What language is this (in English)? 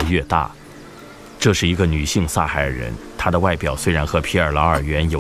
Chinese